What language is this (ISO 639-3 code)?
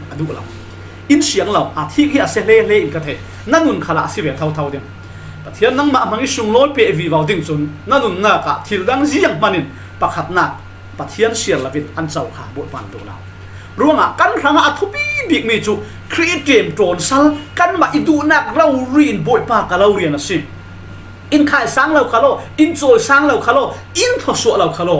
cfm